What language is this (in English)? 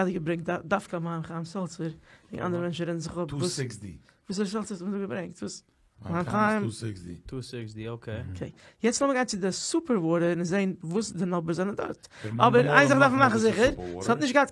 Yiddish